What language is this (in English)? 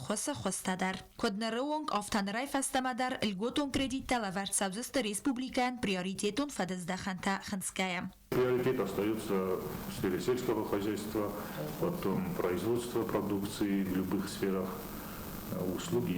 Ossetic